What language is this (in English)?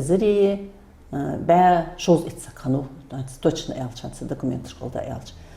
Ingush